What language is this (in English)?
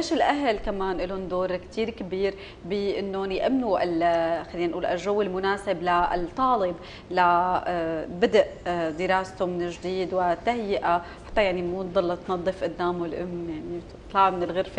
North Levantine Arabic